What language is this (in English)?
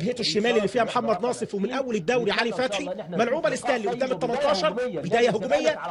Egyptian Arabic